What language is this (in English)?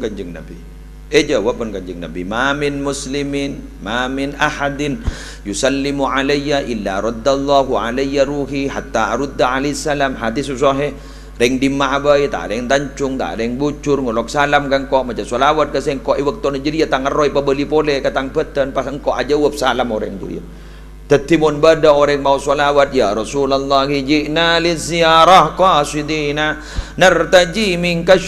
Madurese